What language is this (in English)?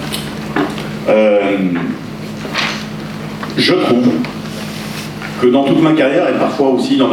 French